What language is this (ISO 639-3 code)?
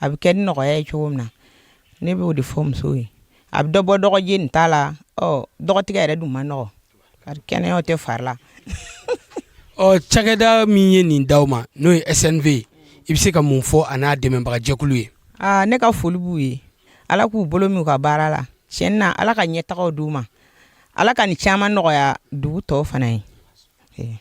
bam